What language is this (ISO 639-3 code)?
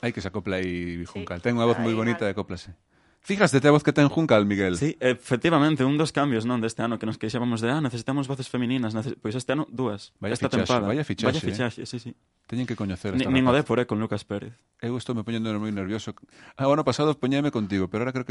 glg